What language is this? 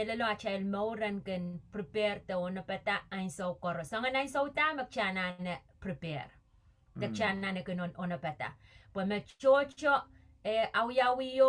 Pohnpeian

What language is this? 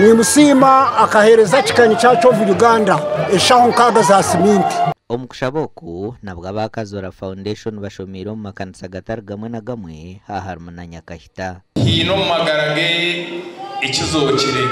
Nyankole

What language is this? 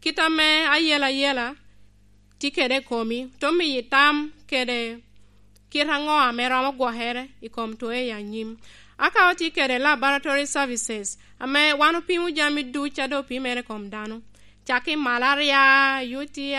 Lango (Uganda)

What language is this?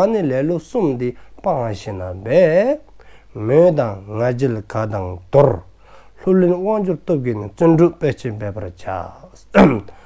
Dzongkha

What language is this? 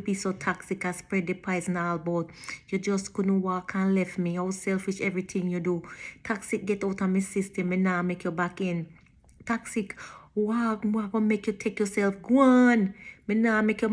Jamaican Creole English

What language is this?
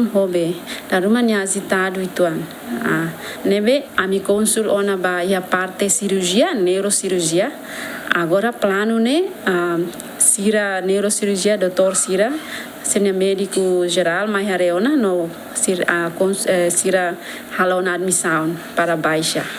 Tetum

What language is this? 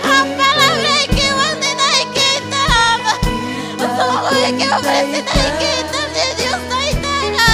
Ayacucho Quechua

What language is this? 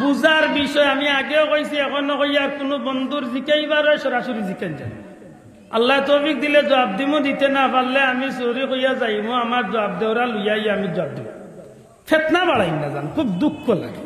Sylheti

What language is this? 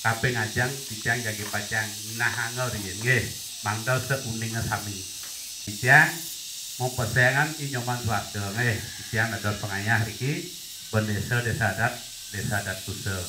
Balinese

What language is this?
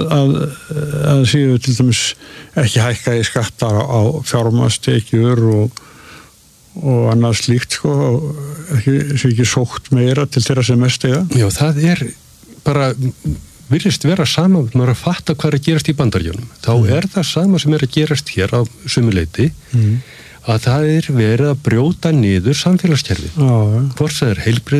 Icelandic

